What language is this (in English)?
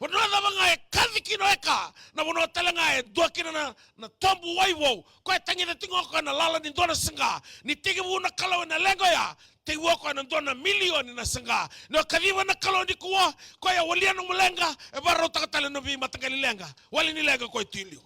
Fijian